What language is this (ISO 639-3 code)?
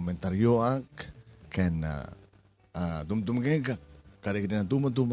ilo